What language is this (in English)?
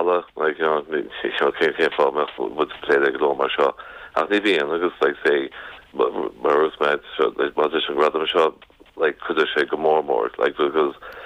Irish